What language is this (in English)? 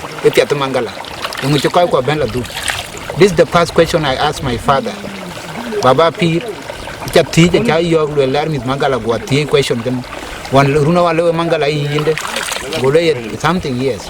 Dinka